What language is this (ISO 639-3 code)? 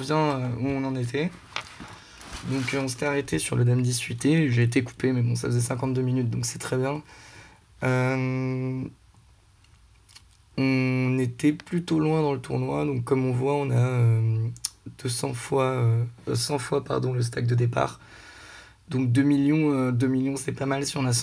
fra